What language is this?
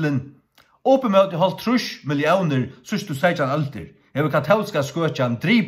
Faroese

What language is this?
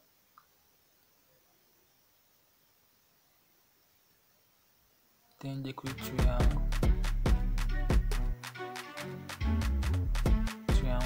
Kinyarwanda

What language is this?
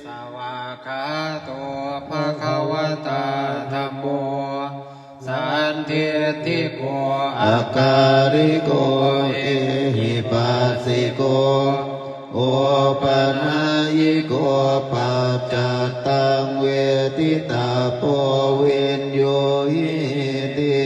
Pali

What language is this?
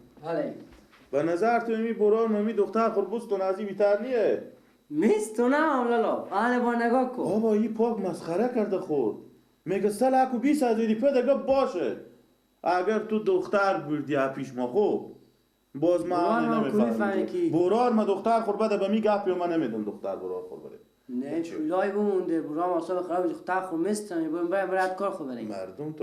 Persian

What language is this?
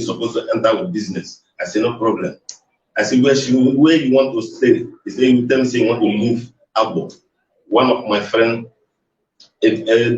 Nigerian Pidgin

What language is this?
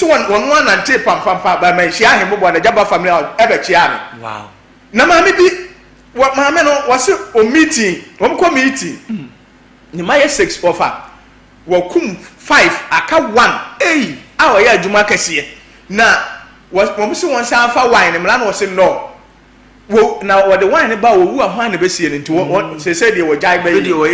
Akan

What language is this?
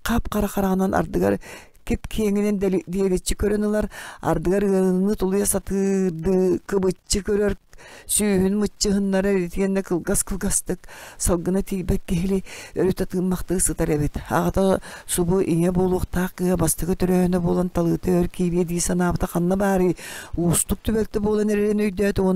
Yakut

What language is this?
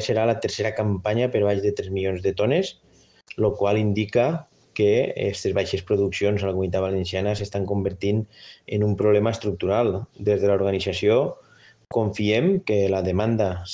Catalan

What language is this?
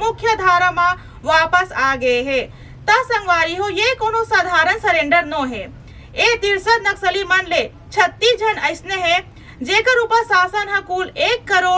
Chhattisgarhi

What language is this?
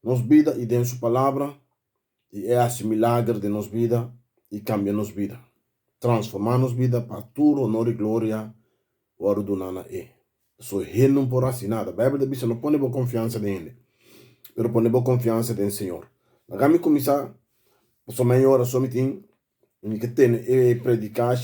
Papiamento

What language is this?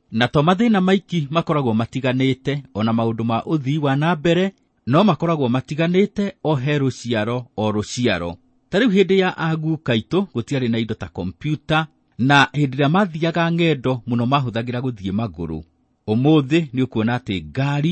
Kikuyu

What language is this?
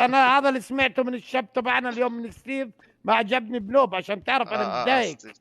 North Levantine Arabic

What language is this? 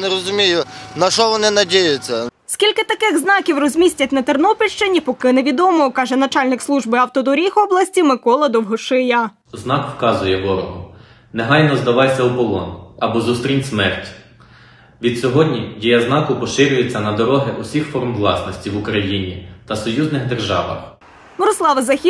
Ukrainian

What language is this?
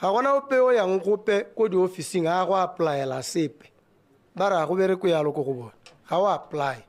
Tswana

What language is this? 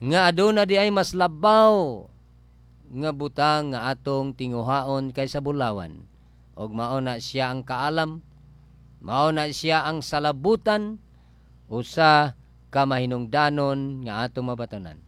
Cebuano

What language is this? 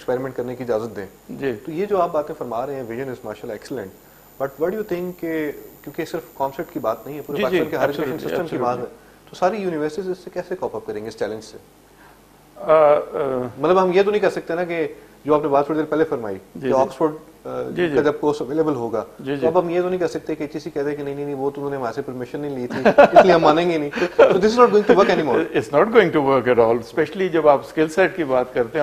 Urdu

